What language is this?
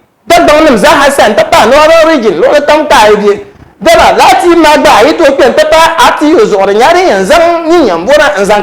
Dagbani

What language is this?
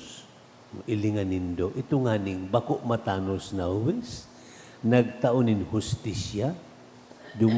Bikol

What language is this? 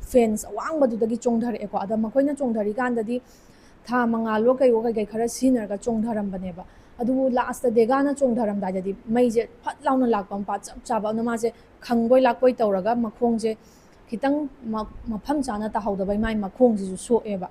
Manipuri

